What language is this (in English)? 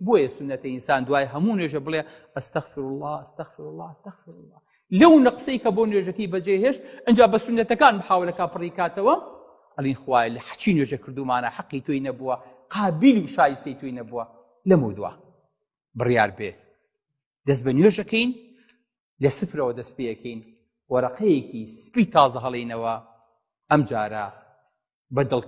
Central Kurdish